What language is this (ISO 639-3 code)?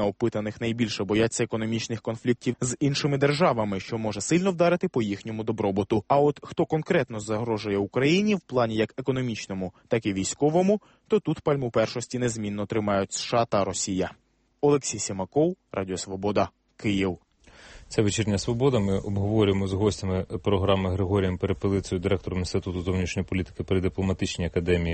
ukr